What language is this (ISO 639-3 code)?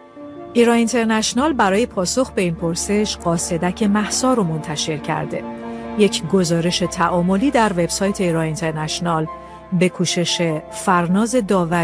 fas